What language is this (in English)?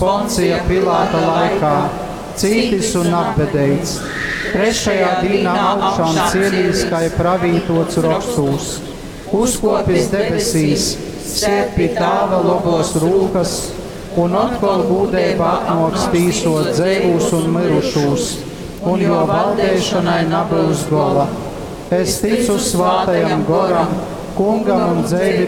Latgalian